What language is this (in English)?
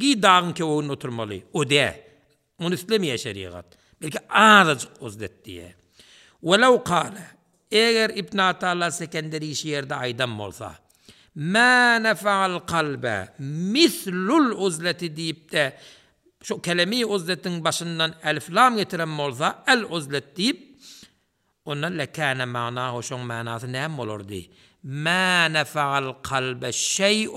Turkmen